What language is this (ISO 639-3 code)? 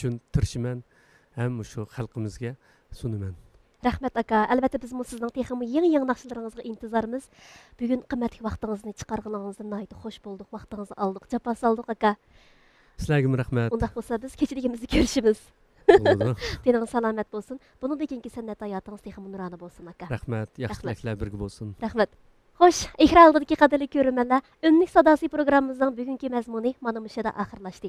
uig